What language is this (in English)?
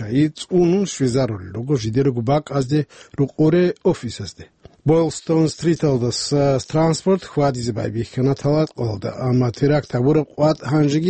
Avaric